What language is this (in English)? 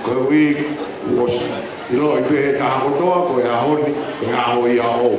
Tongan